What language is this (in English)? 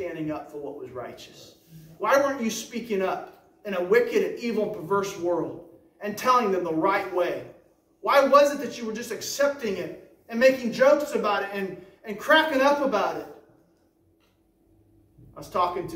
English